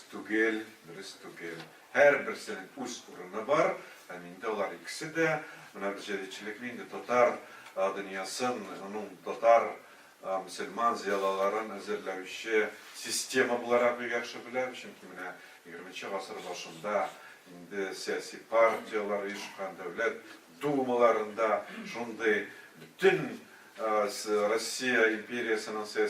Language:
Tatar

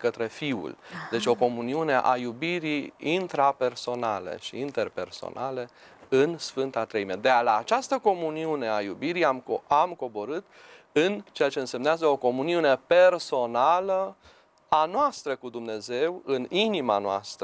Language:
Romanian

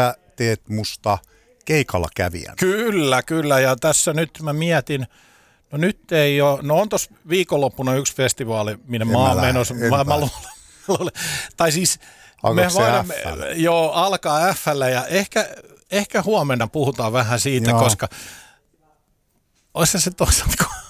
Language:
Finnish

